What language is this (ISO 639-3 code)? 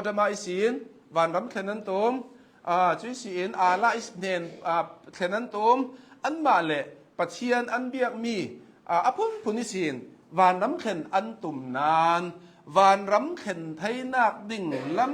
cnh